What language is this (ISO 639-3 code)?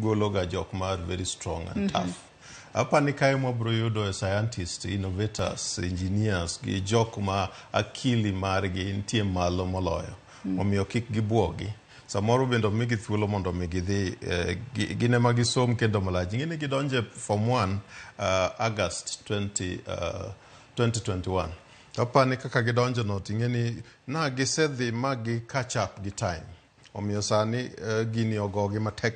luo